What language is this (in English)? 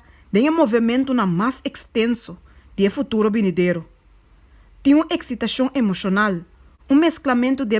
Papiamento